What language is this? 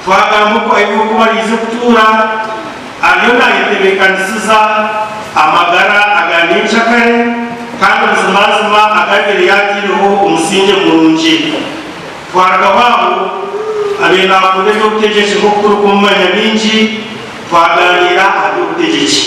Nyankole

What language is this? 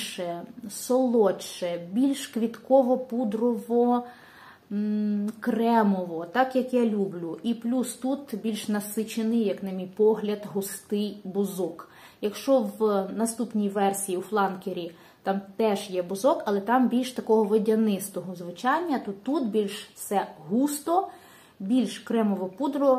Ukrainian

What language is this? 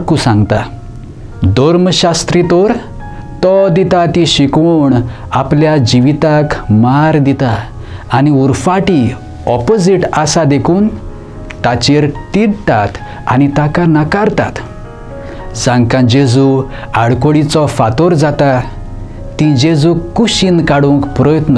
Konkani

